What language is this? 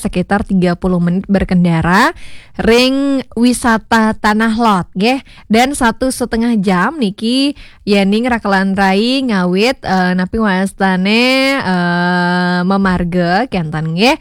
Balinese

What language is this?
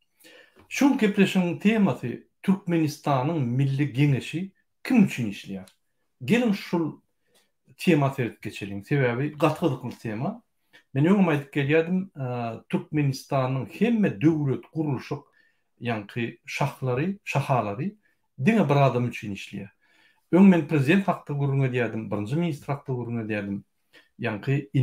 Turkmen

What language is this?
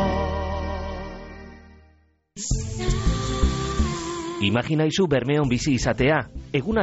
Basque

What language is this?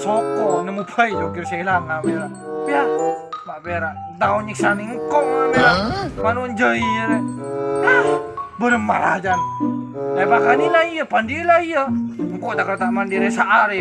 Madurese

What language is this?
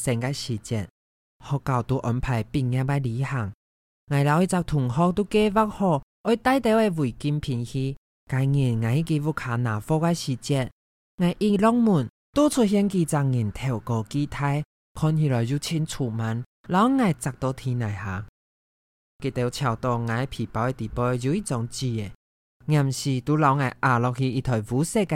Hakka Chinese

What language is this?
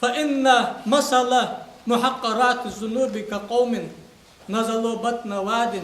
Ingush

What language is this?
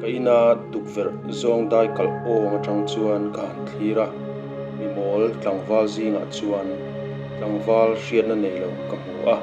Mizo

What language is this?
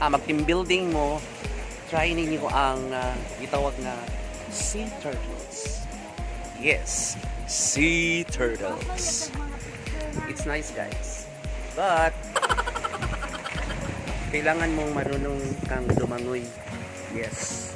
Cebuano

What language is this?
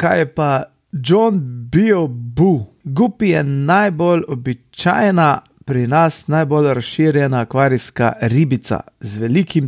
Slovenian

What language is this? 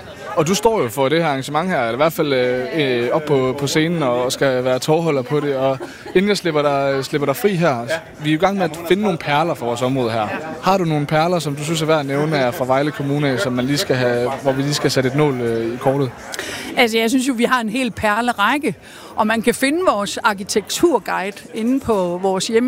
Danish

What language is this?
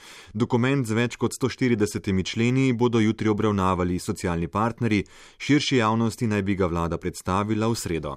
Slovenian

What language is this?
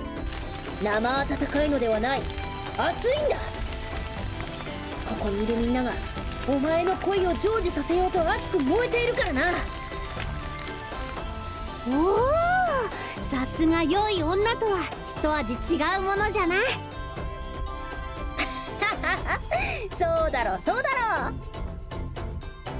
Japanese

